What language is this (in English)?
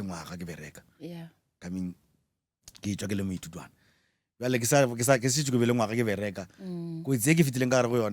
Northern Sotho